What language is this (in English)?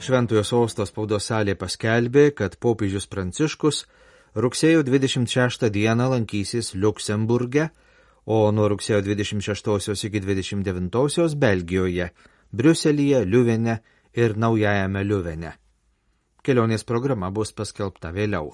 Lithuanian